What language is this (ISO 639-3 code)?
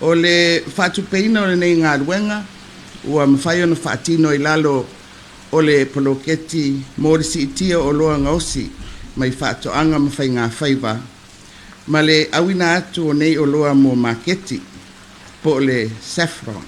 smo